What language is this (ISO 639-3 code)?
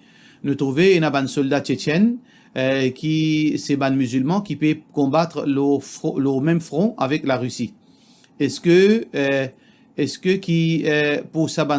mfe